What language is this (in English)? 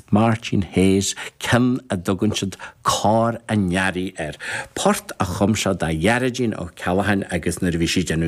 Irish